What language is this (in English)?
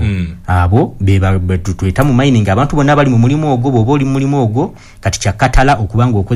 Ganda